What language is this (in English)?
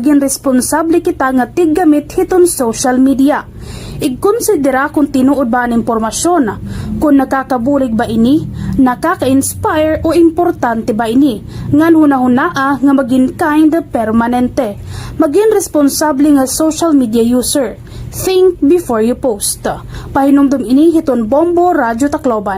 Waray